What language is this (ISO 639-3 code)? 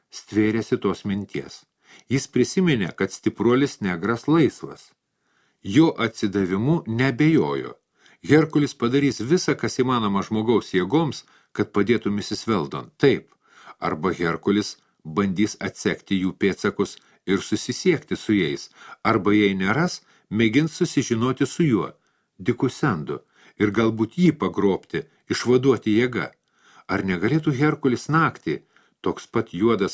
lit